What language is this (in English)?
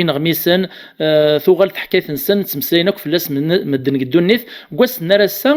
Kabyle